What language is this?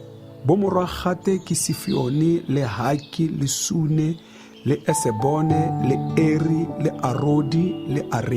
Tswana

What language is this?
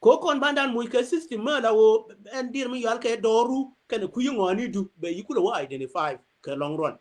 Nuer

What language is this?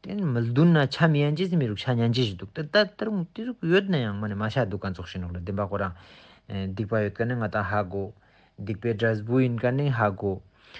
Ladakhi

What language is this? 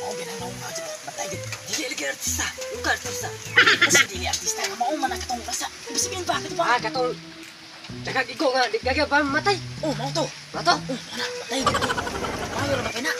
Cebuano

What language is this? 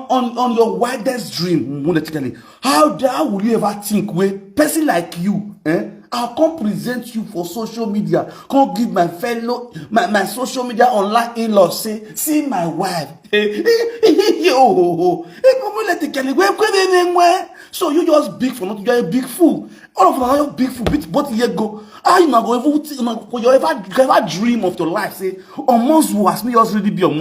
Nigerian Pidgin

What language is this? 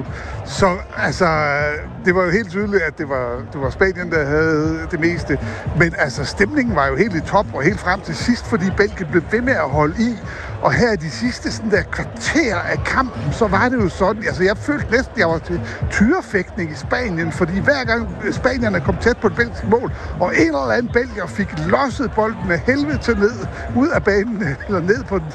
Danish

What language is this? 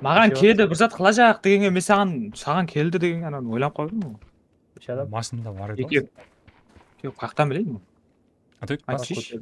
Kara-Kalpak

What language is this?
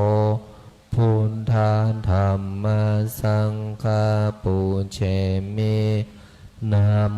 Pali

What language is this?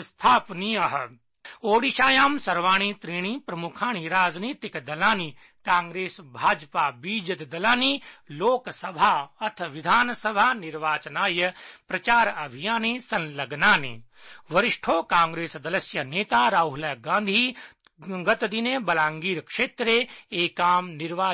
Sanskrit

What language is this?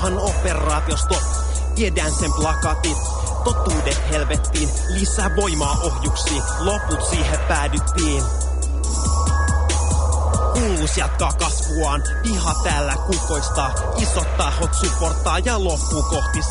Finnish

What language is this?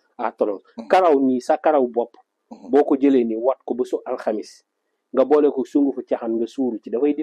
Wolof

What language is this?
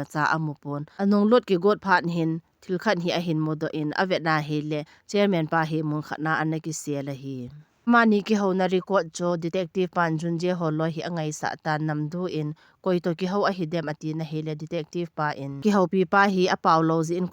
Thado Chin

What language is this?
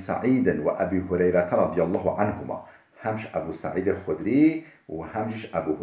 Kurdish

